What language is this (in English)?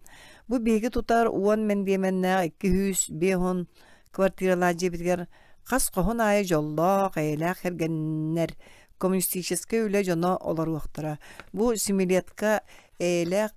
Yakut